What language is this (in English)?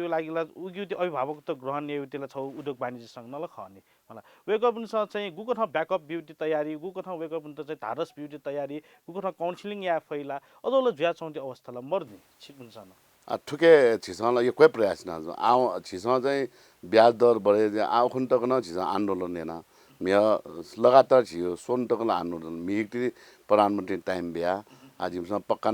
Newari